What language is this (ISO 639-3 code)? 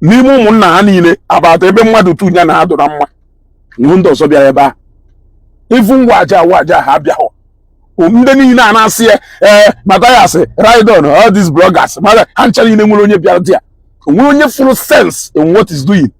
ibo